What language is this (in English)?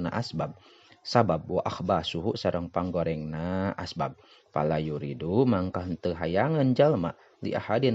Sundanese